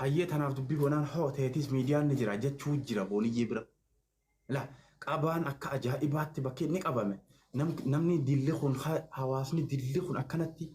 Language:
Oromo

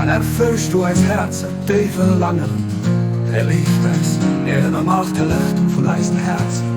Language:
Luxembourgish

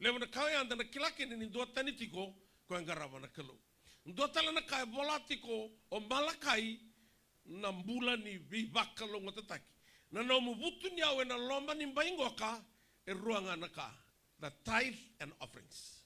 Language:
Fijian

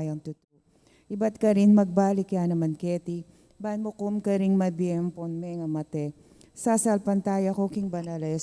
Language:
Pampanga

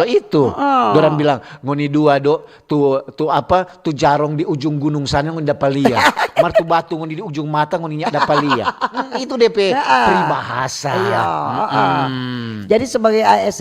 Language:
Manado Malay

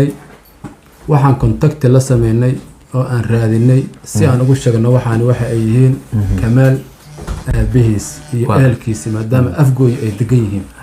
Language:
Somali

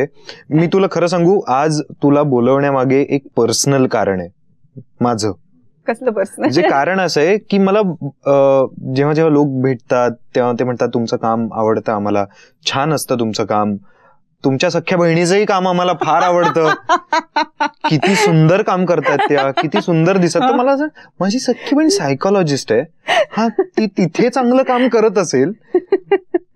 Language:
Marathi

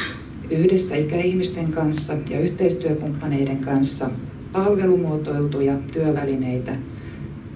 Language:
Finnish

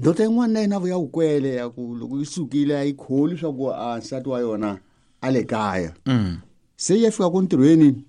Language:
Tsonga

